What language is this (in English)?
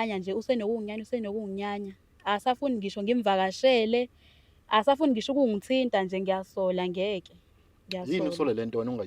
Zulu